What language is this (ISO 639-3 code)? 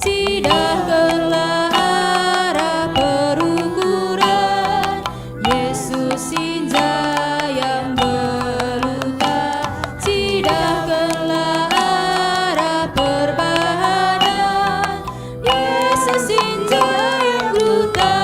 btx